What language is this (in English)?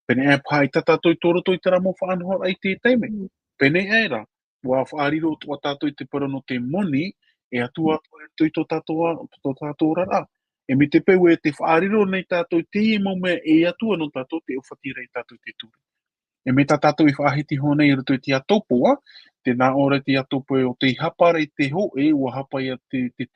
Tahitian